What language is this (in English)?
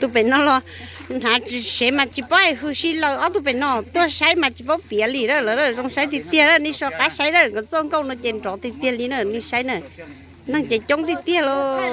Hmong